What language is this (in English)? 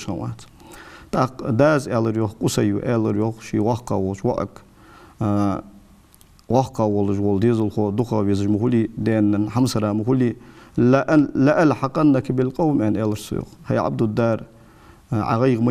Ingush